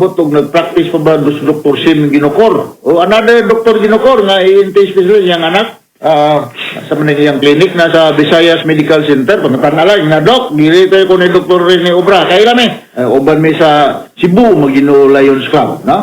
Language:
Cebuano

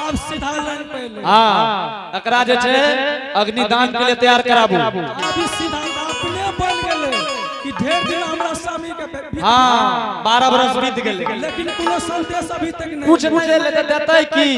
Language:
Angika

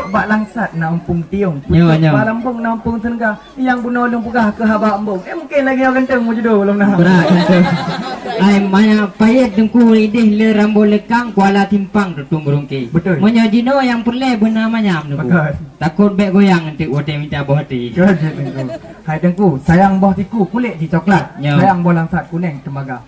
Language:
Achinese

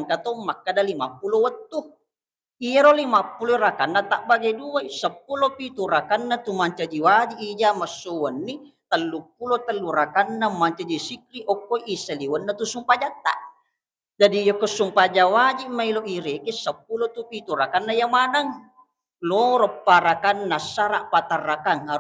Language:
Buginese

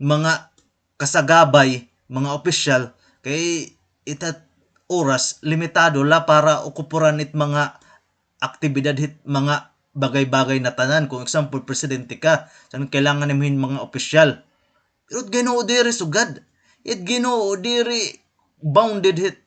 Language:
Waray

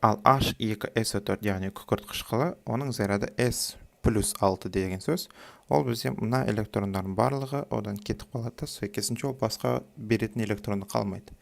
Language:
Kazakh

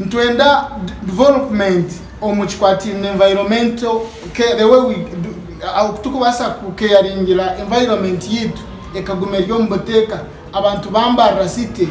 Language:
Nyankole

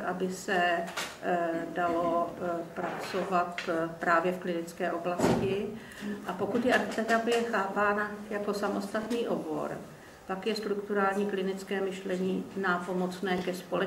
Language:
Czech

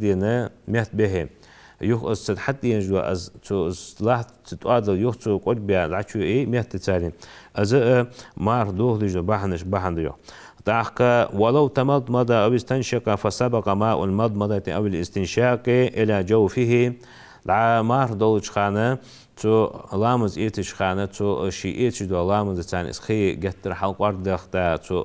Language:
Ingush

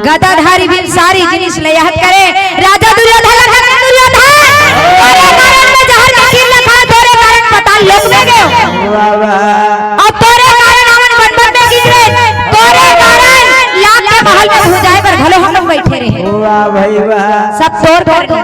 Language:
Chhattisgarhi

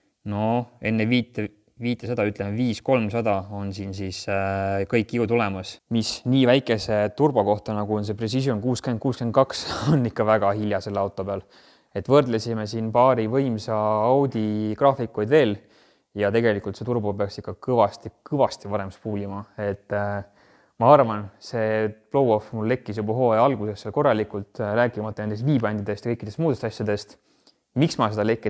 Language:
Estonian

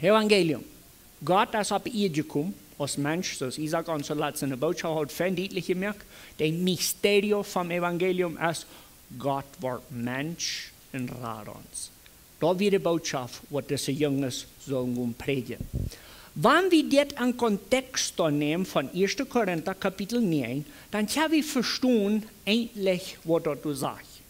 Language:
Plautdietsch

